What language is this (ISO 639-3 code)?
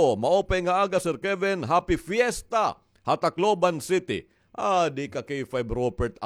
war